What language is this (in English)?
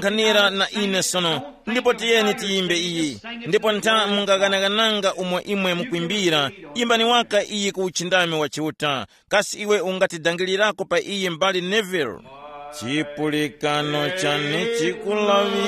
Tumbuka